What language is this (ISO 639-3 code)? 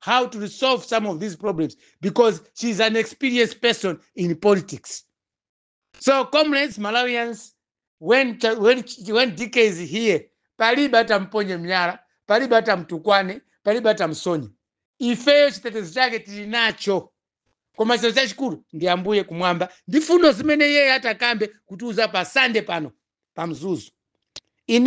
nya